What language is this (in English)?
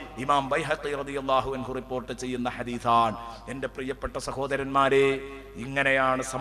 Malayalam